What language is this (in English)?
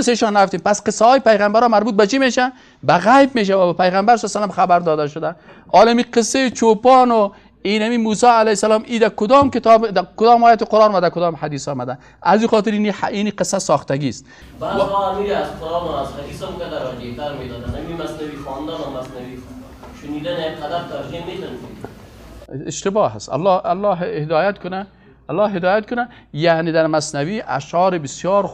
Persian